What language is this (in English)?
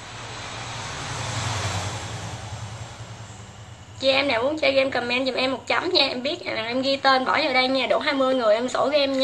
Vietnamese